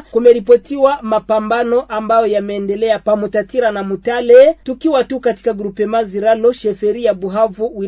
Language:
Swahili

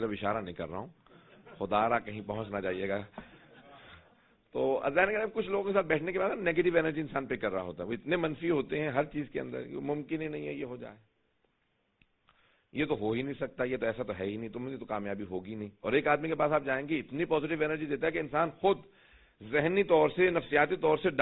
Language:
Urdu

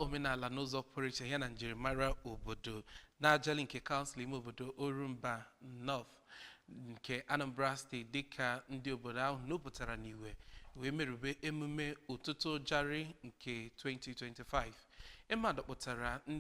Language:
Igbo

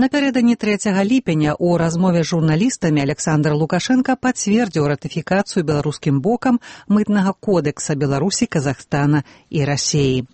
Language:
Belarusian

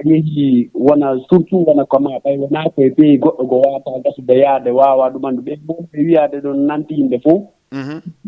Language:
Fula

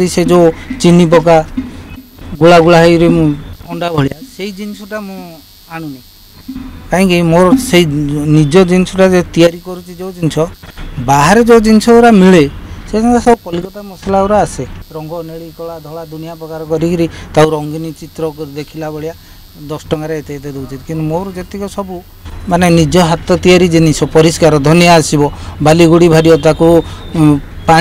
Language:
Odia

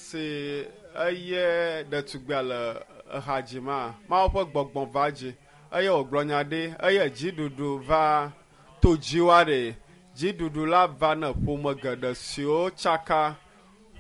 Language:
Ewe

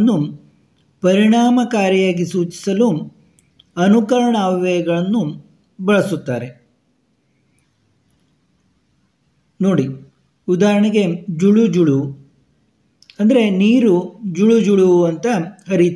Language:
Kannada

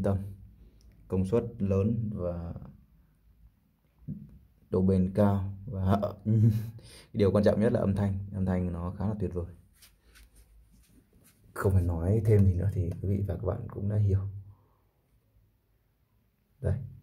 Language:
Vietnamese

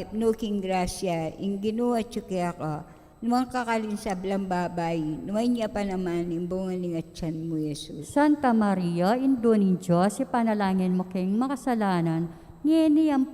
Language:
Pampanga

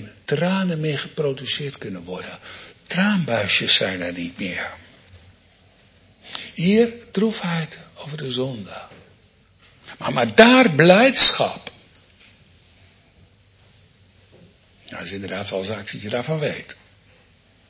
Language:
Dutch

